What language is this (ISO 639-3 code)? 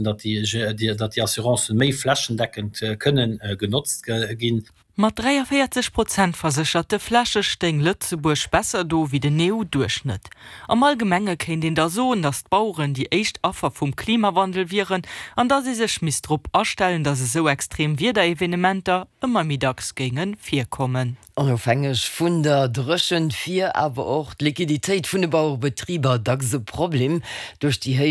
ltz